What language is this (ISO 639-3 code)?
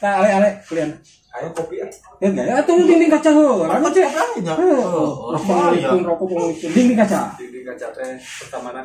sun